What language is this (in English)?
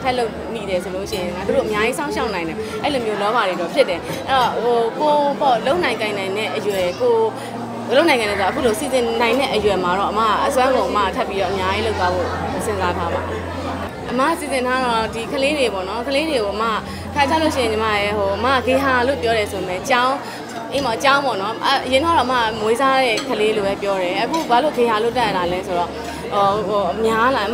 Burmese